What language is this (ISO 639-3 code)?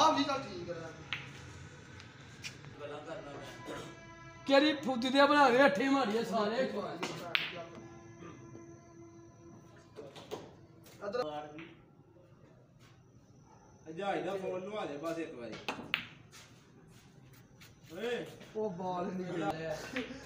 pan